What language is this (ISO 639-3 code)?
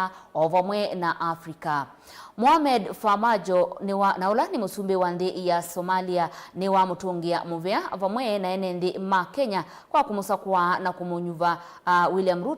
kam